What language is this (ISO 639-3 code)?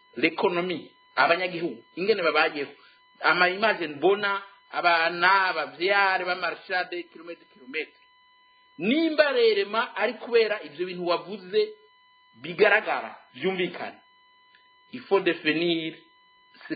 run